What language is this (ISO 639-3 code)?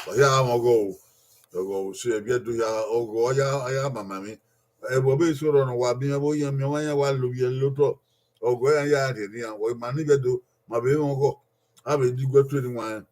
bin